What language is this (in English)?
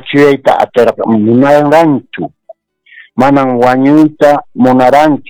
Quechua